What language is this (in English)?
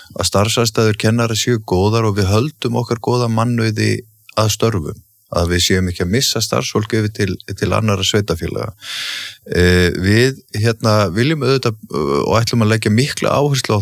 Icelandic